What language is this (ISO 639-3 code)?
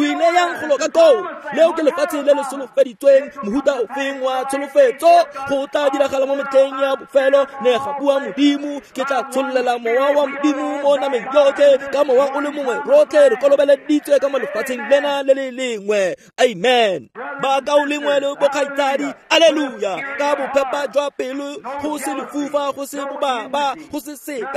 tsn